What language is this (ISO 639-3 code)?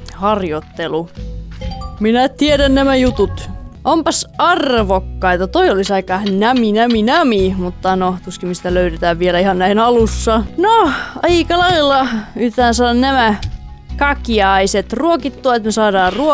fin